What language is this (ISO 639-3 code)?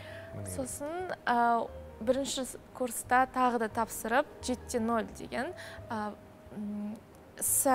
kaz